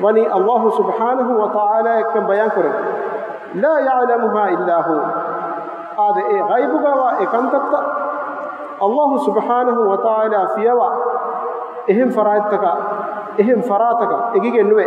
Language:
Divehi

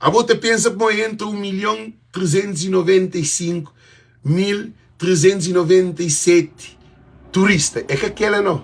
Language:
Kabuverdianu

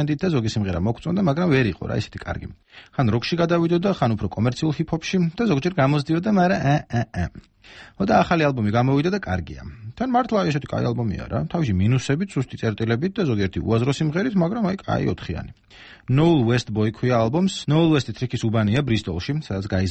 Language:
Georgian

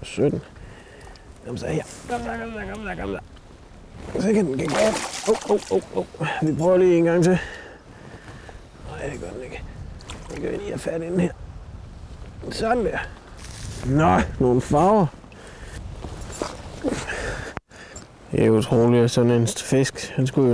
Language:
Danish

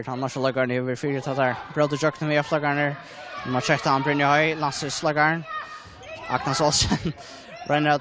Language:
Faroese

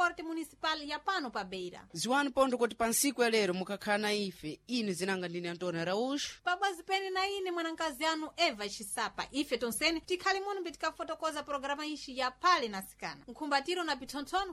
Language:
Sena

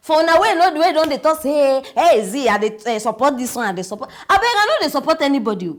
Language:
Nigerian Pidgin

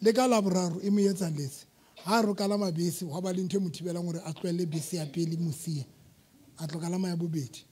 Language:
Southern Sotho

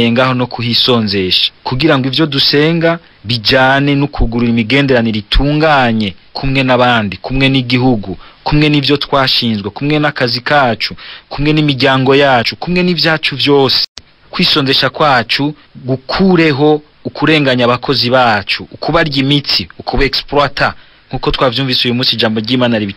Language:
Rundi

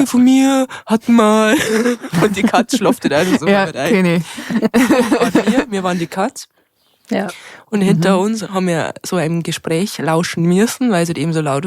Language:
Bavarian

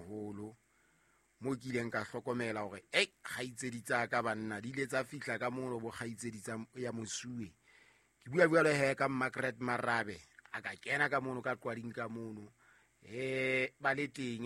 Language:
Southern Sotho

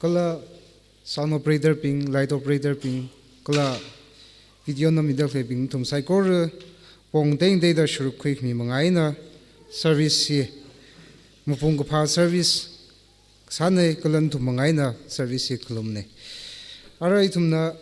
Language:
Tangkhul Naga (India)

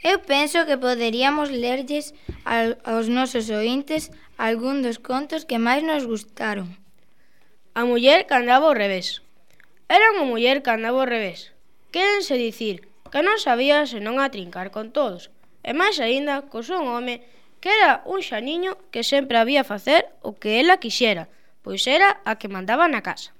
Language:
Galician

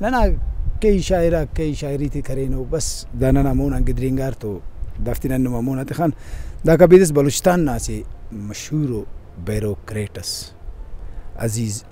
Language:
Brahui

